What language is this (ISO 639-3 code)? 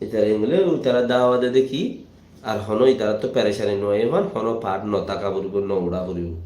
rhg